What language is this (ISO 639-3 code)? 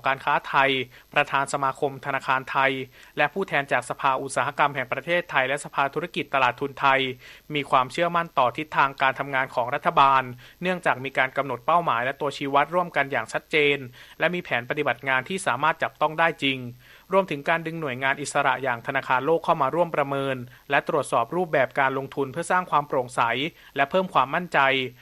tha